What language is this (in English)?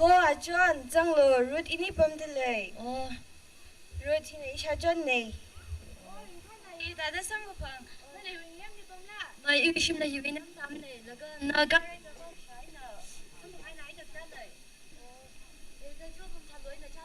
Tangkhul Naga (India)